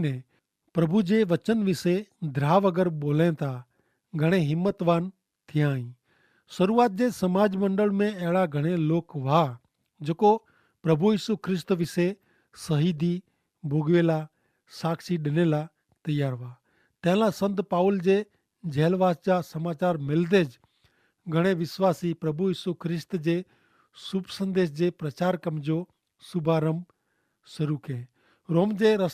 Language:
Kachhi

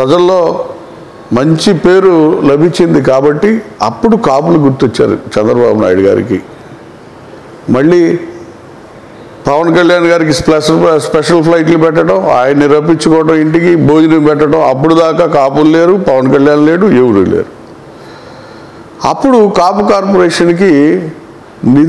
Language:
Telugu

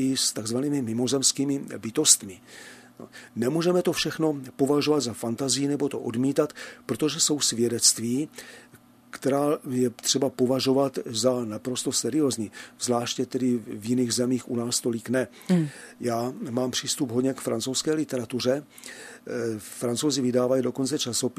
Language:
Czech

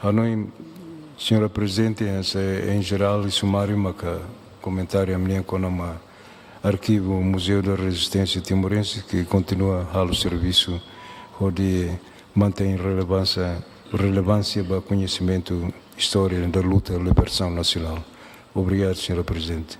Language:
Tetum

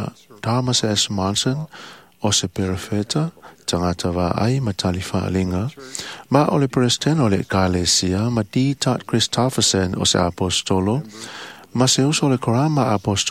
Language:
Samoan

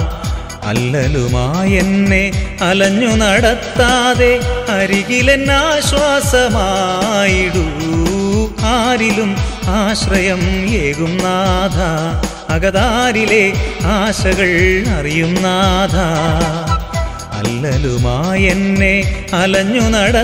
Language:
Malayalam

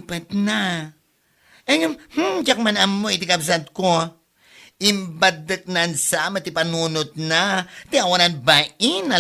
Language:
Iloko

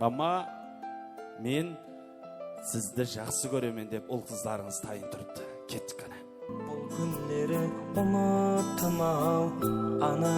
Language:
Kara-Kalpak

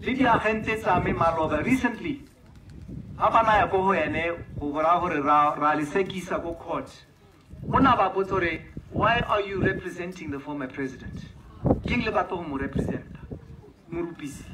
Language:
Tswana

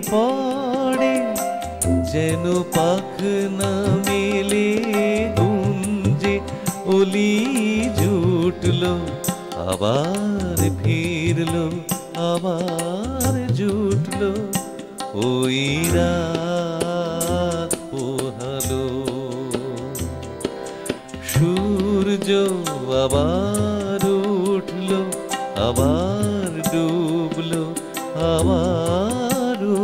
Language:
Bangla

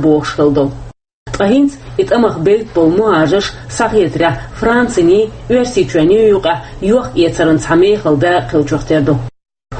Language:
Chechen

